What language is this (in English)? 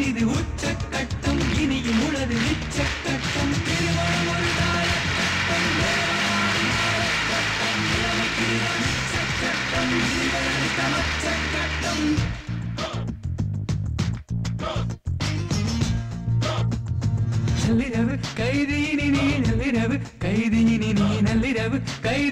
Tamil